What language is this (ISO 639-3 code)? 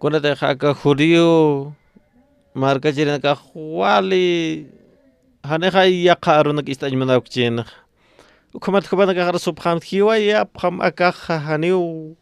aym